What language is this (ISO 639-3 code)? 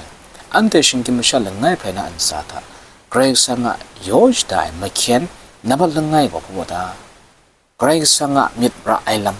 kac